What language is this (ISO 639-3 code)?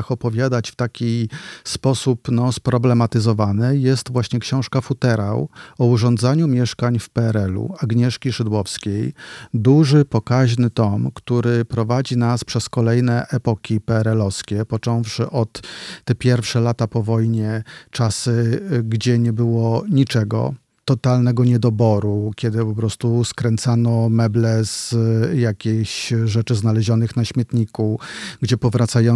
pol